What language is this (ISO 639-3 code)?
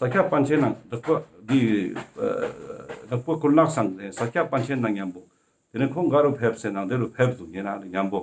lbj